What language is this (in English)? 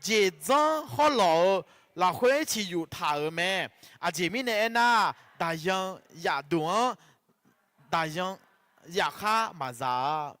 Akha